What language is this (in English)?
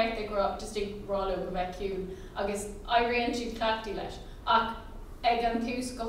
Irish